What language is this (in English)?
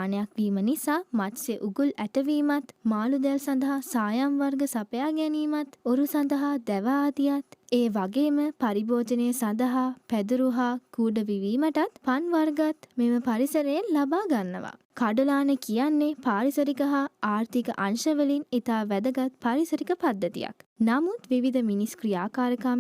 Sinhala